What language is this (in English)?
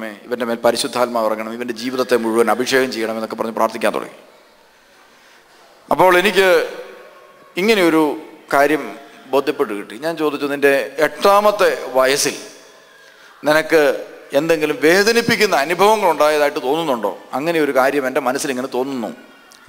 Malayalam